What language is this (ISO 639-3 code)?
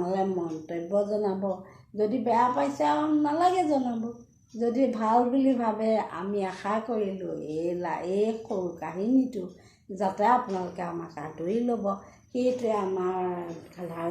asm